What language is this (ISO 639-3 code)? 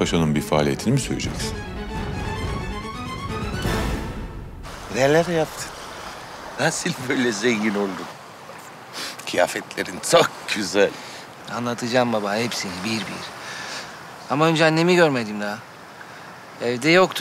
tur